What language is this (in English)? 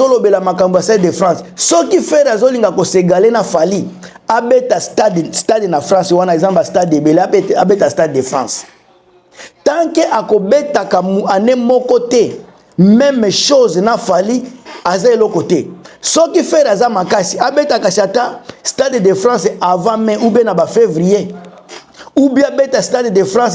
Lingala